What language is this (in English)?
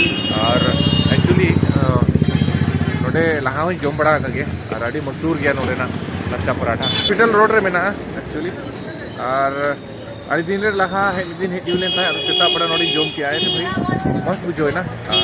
Santali